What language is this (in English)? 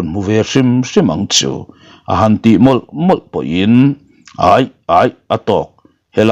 Mizo